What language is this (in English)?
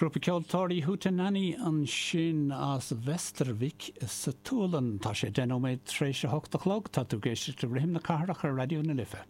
Irish